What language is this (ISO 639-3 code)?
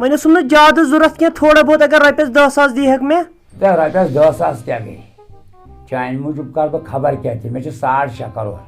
kas